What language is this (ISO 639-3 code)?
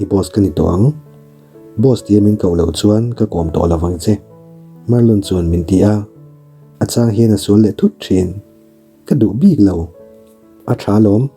lus